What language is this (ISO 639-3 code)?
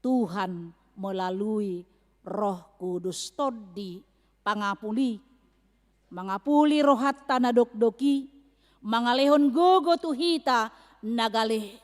bbc